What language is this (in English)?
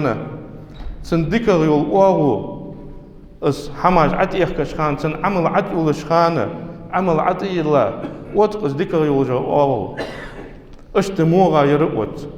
Ingush